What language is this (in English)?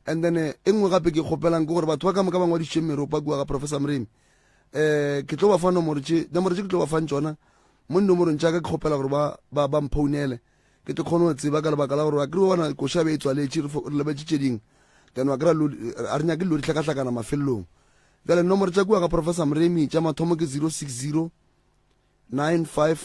Northern Sotho